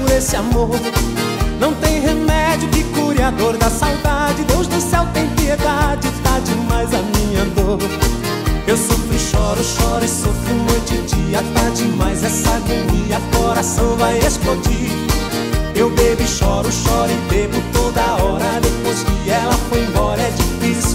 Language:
Portuguese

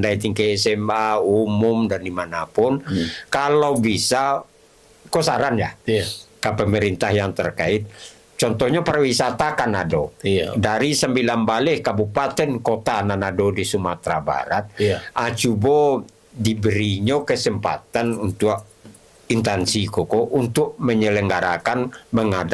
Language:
Minangkabau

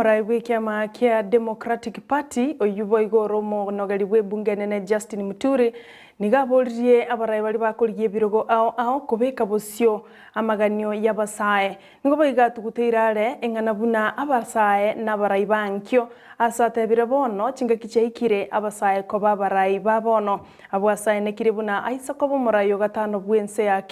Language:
Gusii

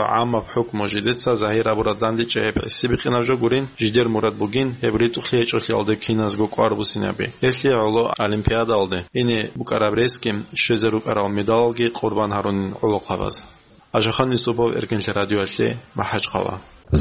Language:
Avaric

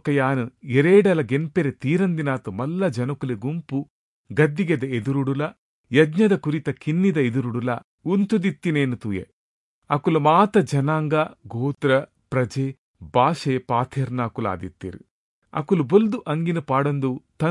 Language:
Tulu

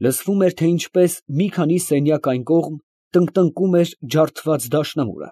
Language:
Armenian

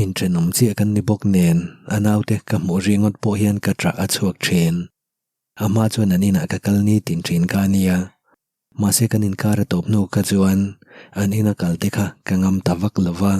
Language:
Mizo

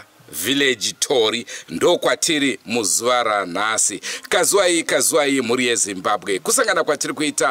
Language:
Shona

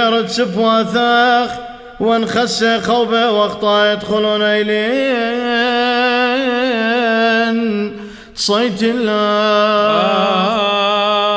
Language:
Classical Syriac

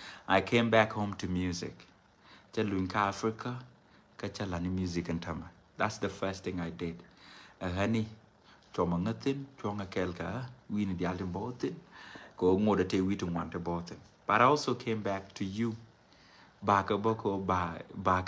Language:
Nuer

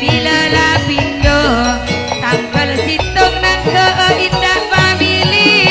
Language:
Madurese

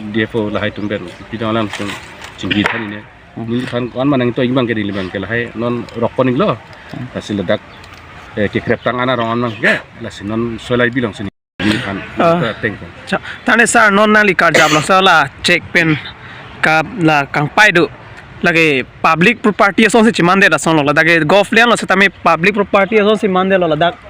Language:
Karbi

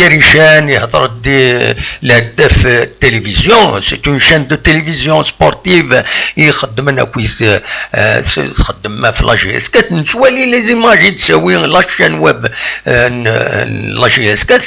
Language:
Kabyle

